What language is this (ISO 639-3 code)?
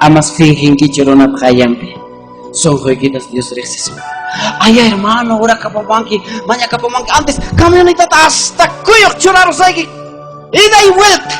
quy